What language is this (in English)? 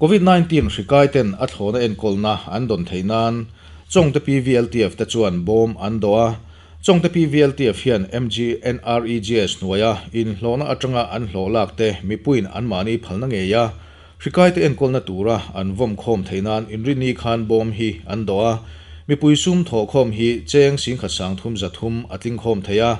Mizo